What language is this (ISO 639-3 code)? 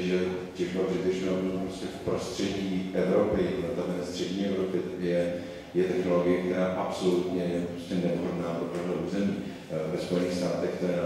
ces